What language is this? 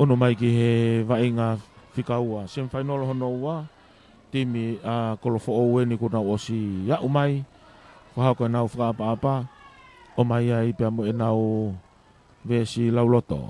Tongan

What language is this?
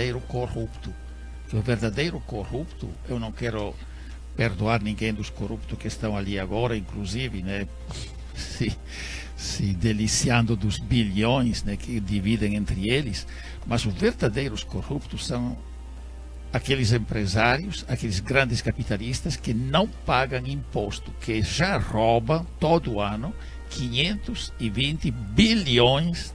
Portuguese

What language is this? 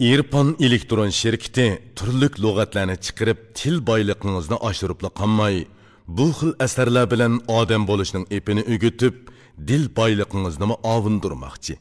Uyghur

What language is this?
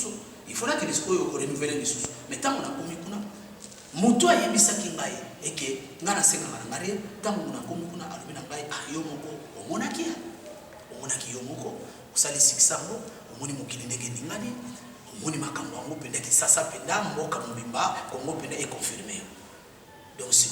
Lingala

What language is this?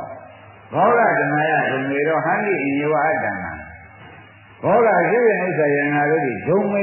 Burmese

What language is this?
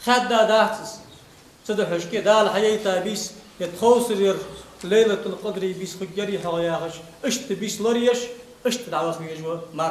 Ingush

